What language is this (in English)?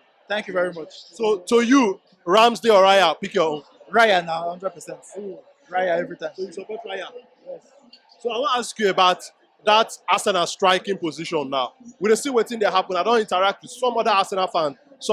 Nigerian Pidgin